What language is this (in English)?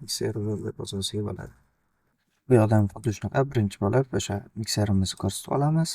Uzbek